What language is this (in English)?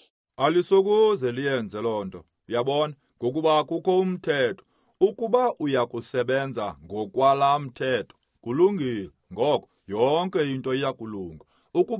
Xhosa